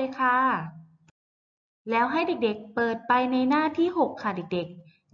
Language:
Thai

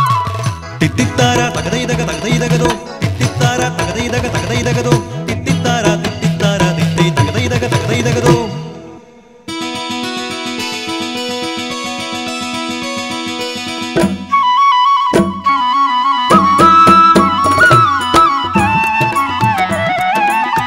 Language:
Malayalam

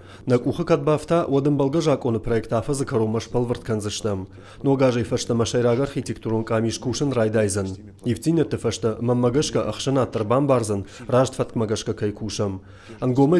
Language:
Ossetic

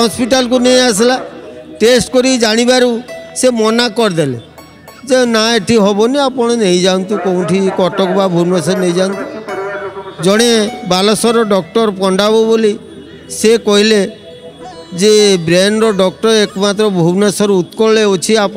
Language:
Odia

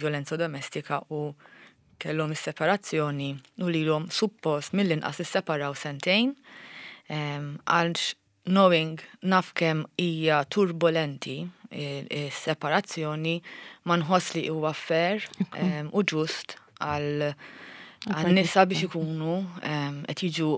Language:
Maltese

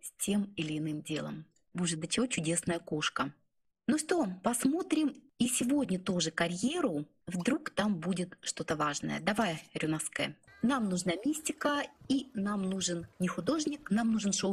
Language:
Russian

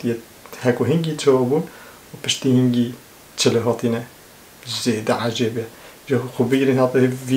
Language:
Kurdish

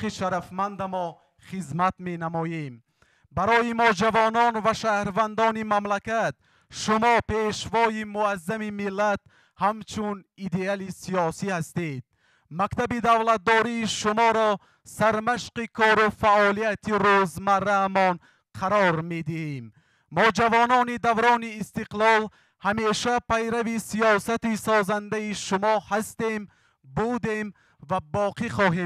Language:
Tajik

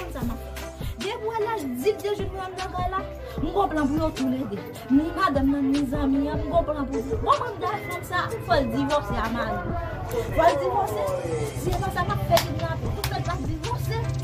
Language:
Haitian Creole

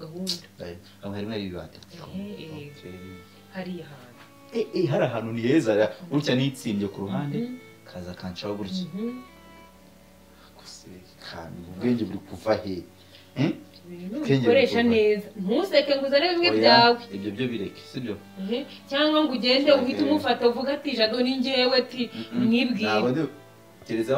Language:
Kinyarwanda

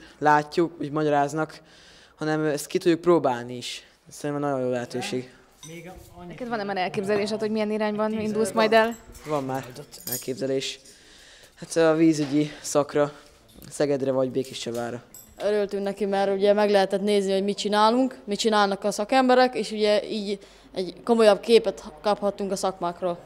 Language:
Hungarian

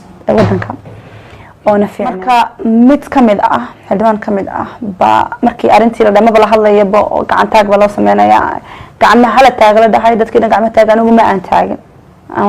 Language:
Somali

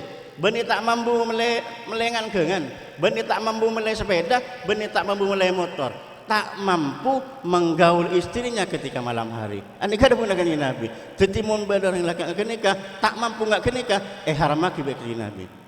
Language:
Madurese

